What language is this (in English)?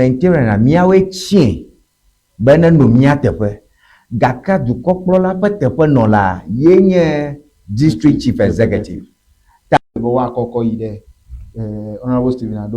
Ewe